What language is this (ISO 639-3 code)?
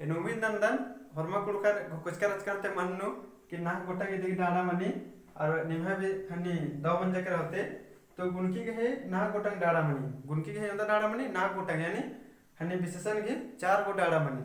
kru